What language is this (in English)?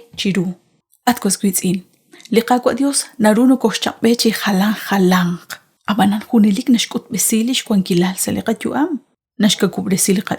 Kekchí